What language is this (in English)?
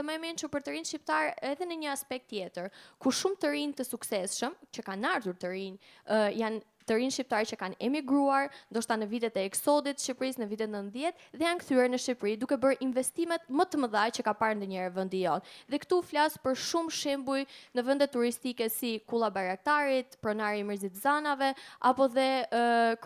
Albanian